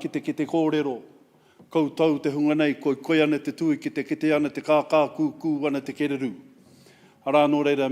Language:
Māori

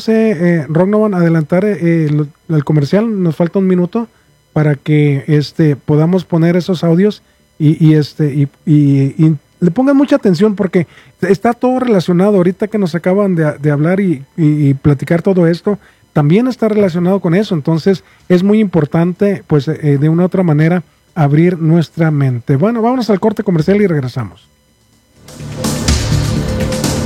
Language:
Spanish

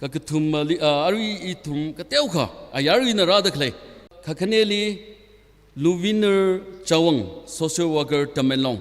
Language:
Tangkhul Naga (India)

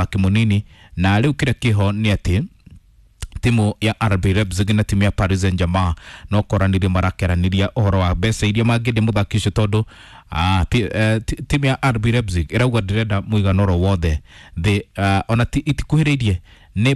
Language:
Kikuyu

